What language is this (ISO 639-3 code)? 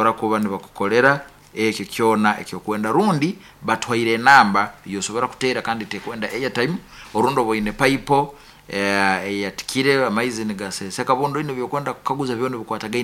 nyn